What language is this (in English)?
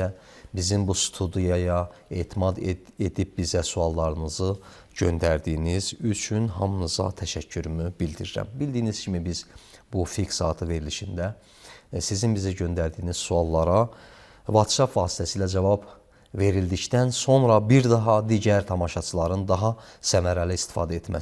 Azerbaijani